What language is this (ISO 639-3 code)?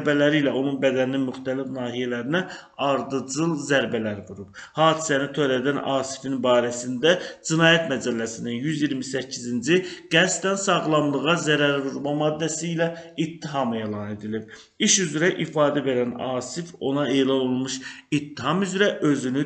aze